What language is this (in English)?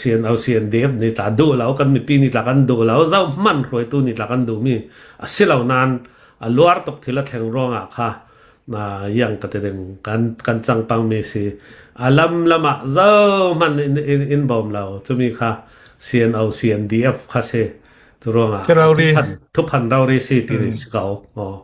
Hakha Chin